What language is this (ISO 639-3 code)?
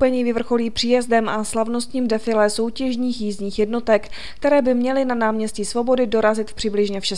ces